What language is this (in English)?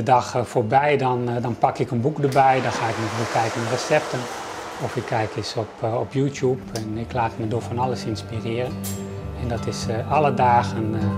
Western Frisian